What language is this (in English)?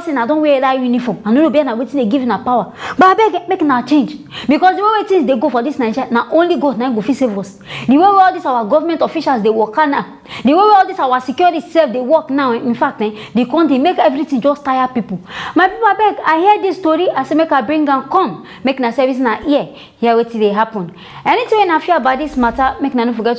Nigerian Pidgin